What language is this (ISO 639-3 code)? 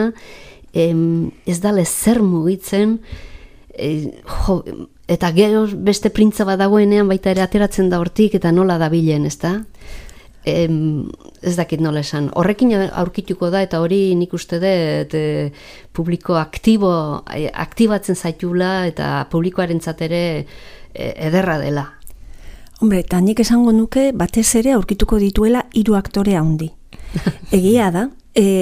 eus